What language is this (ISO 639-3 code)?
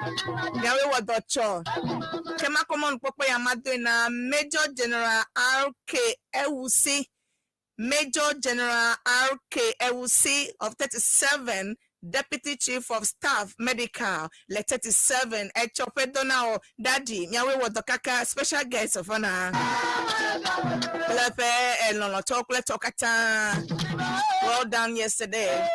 ewe